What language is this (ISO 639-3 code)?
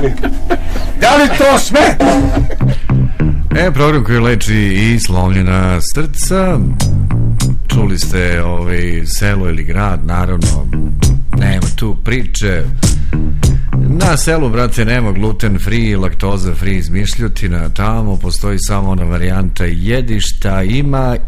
srp